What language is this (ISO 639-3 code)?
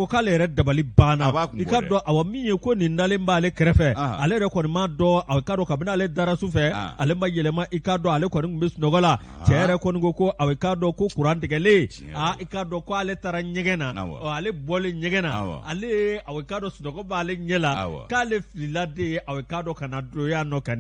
bam